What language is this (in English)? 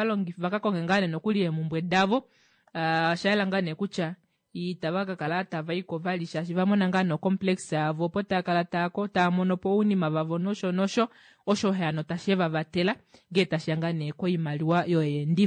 Kuanyama